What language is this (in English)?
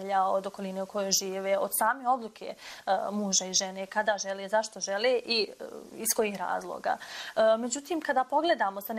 Bosnian